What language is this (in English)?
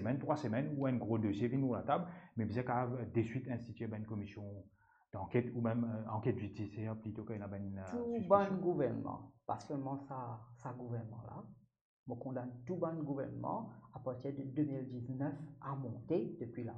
Morisyen